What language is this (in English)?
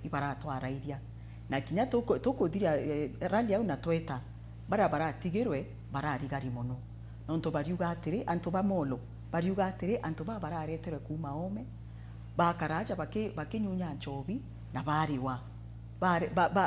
Meru